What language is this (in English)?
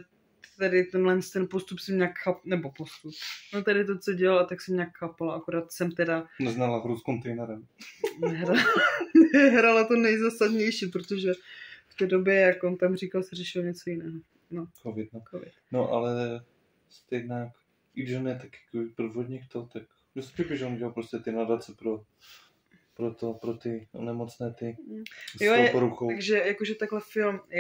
Czech